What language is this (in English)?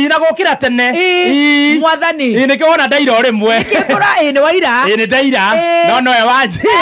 Kikuyu